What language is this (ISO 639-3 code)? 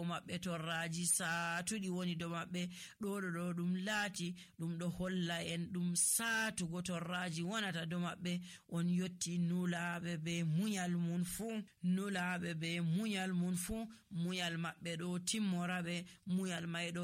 fuv